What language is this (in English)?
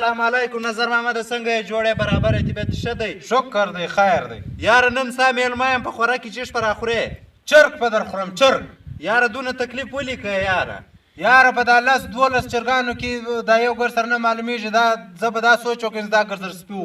Pashto